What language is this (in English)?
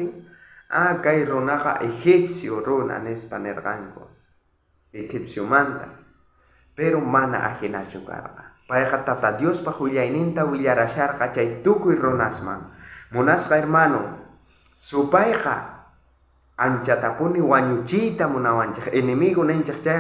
South Bolivian Quechua